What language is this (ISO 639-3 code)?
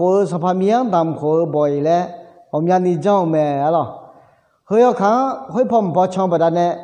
ahk